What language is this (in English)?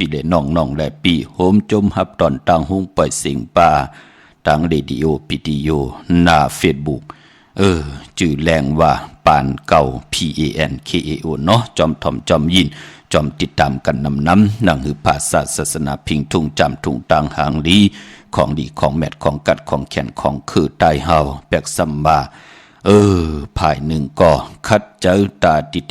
Shan